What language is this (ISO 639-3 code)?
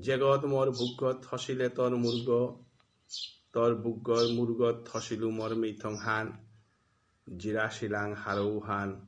bpy